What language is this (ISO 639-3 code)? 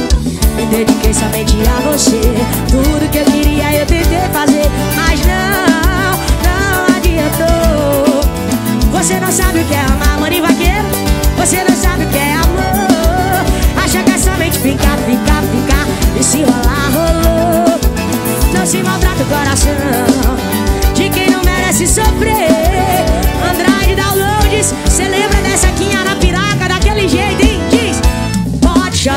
por